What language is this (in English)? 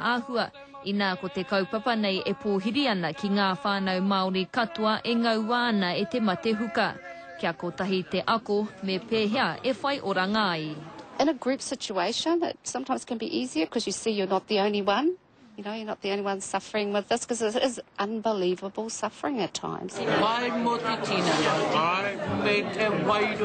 Māori